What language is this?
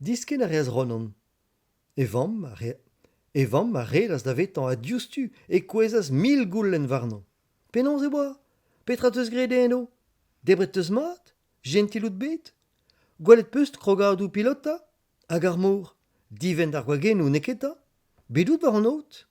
Breton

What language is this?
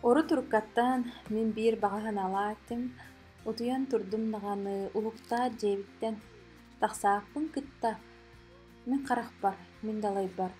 Yakut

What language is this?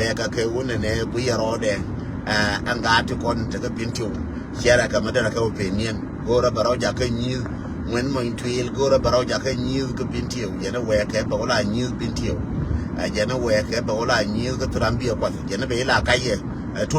Nuer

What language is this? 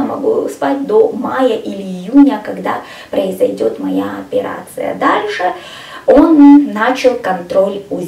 Russian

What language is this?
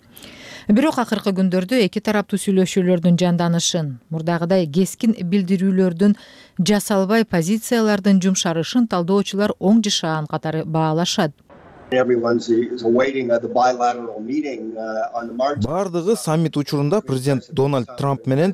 Kyrgyz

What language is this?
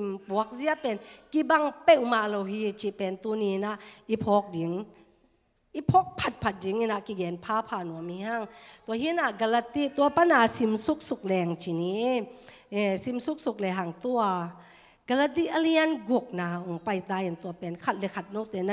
Tedim Chin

